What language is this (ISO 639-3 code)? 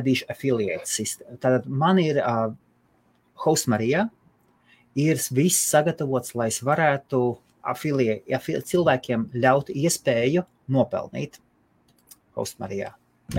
lav